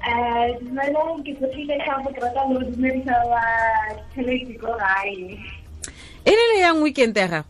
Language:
Tswana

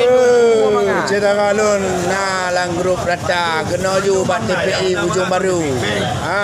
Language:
Achinese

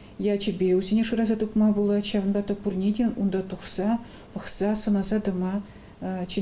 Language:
Chuvash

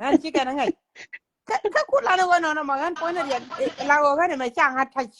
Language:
Nuer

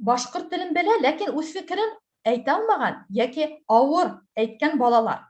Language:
Bashkir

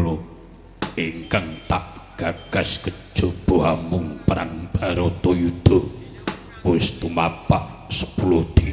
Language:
Javanese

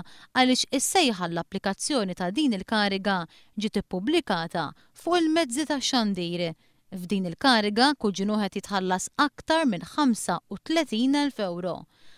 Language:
Maltese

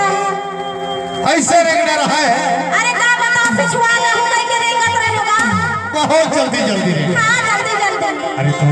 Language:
Chhattisgarhi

